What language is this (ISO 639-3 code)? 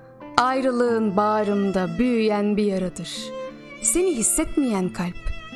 tur